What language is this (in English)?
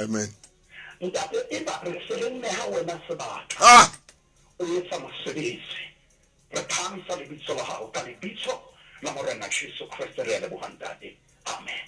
Southern Sotho